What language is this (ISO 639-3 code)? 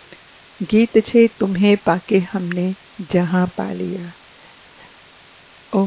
guj